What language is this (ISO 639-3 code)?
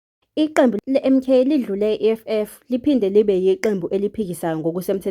zul